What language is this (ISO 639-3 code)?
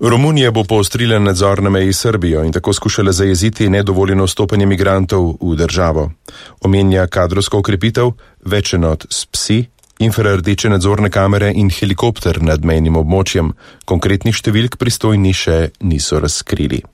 slv